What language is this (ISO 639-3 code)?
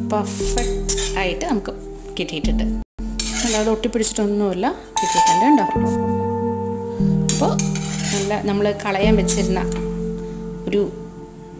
mal